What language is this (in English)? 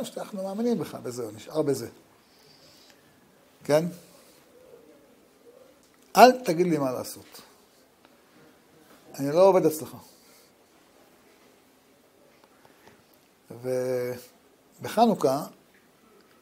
Hebrew